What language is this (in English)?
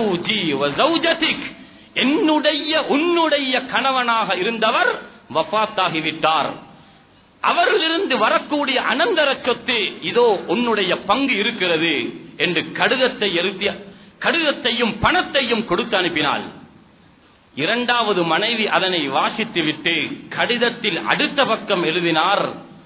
Tamil